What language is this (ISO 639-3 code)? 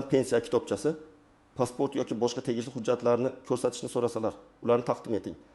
uzb